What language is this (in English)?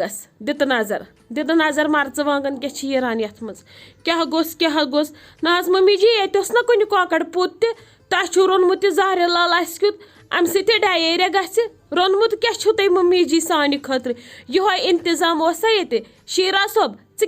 Kashmiri